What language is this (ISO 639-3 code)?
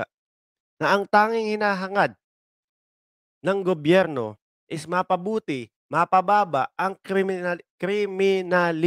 fil